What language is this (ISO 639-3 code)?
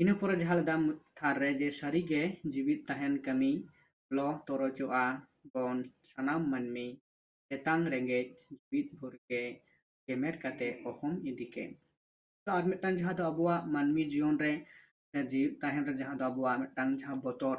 sat